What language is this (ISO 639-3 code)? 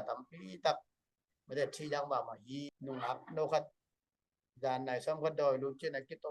ctd